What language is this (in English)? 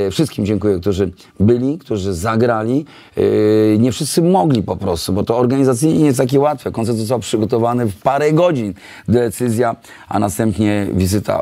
Polish